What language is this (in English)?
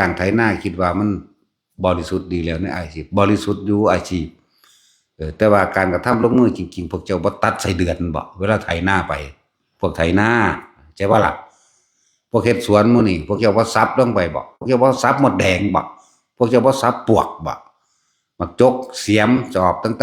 Northeastern Thai